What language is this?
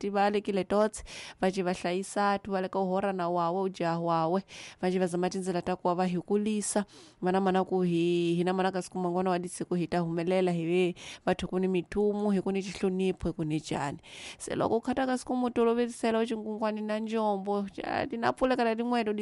Tsonga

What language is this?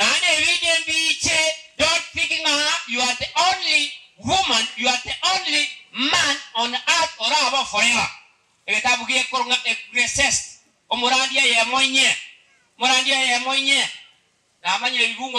Gusii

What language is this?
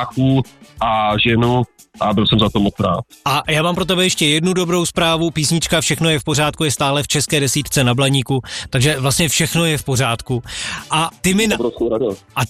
Czech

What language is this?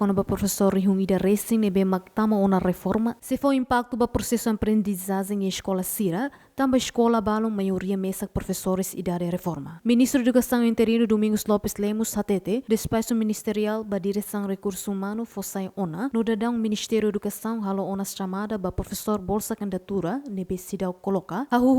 Tetum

